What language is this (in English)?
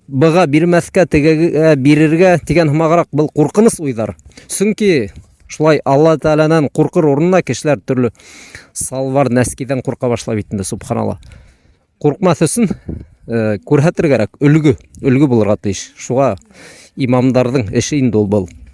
Bashkir